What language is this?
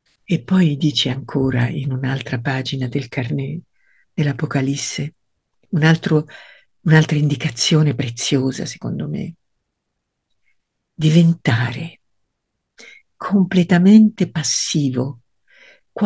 Italian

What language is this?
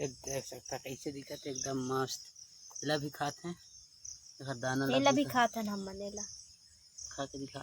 Chhattisgarhi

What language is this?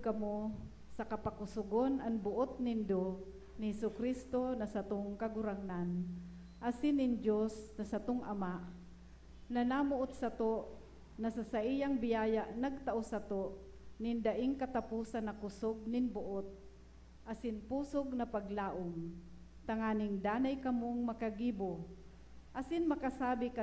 Bikol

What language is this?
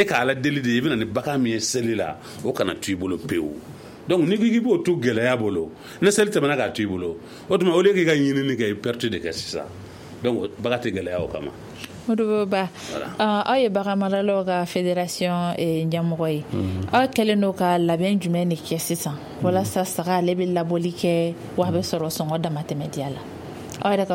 Bambara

